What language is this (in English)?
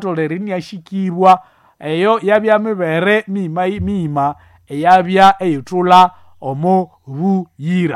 Nande